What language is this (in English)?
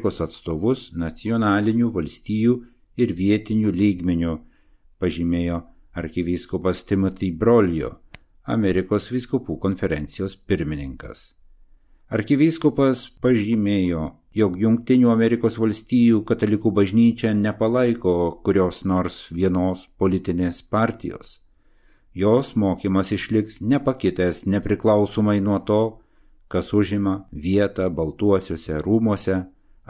Lithuanian